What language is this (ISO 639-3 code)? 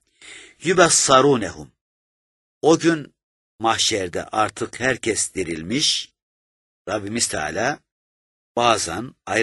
tur